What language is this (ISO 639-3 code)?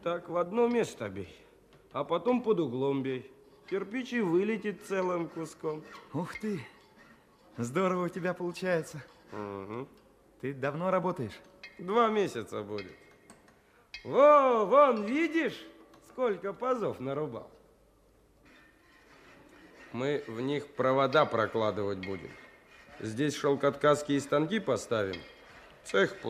rus